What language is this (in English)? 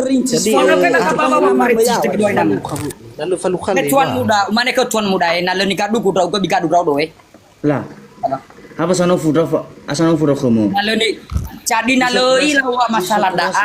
Nias